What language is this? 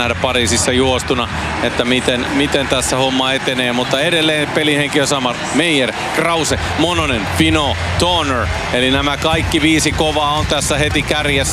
Finnish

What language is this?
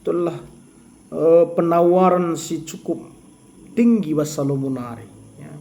Batak Karo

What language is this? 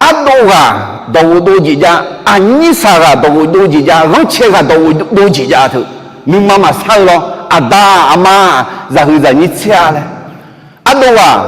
Akha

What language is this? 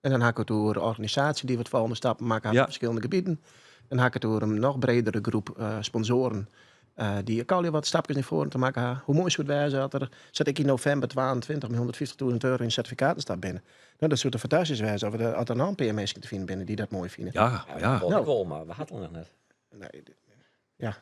Western Frisian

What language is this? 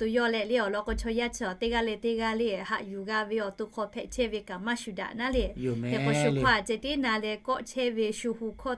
Lahu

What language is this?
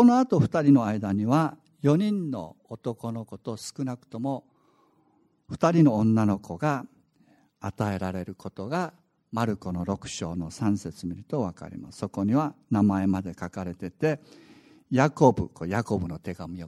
Japanese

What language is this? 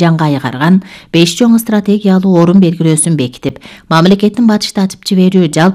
Kyrgyz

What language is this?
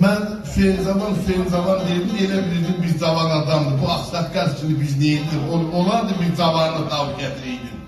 South Azerbaijani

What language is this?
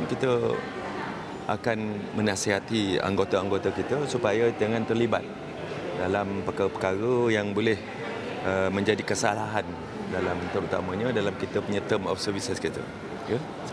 Malay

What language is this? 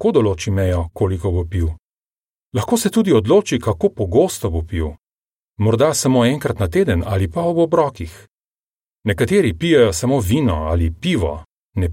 Slovenian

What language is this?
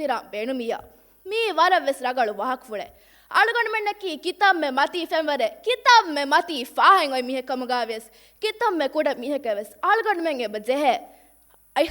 Divehi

